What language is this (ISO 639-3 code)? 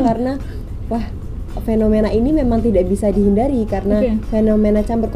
ind